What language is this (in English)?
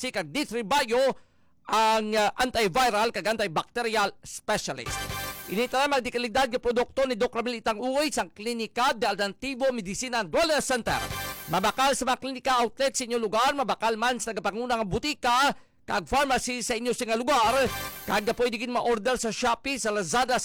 Hiligaynon